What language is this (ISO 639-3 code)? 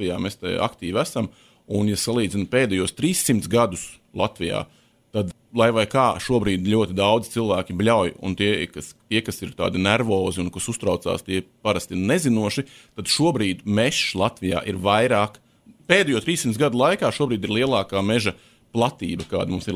lav